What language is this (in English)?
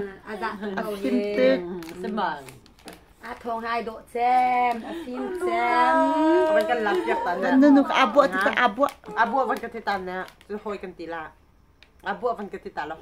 Hakha Chin